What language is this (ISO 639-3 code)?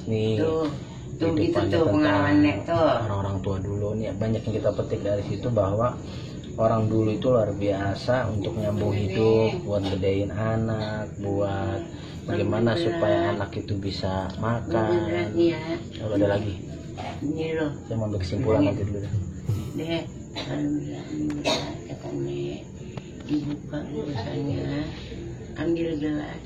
bew